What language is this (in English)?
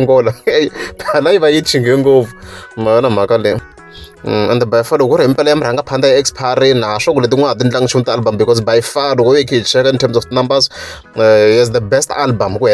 Tsonga